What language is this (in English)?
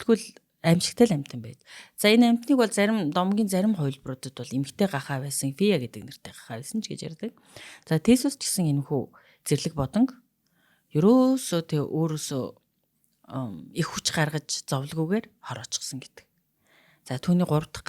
Mongolian